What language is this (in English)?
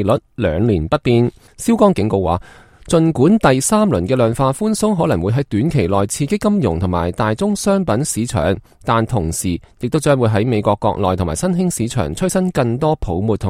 Cantonese